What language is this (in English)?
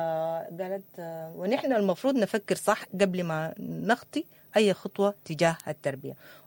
Sudanese Arabic